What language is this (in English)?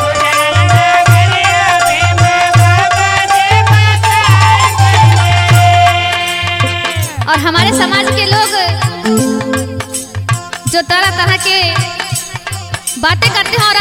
Bhojpuri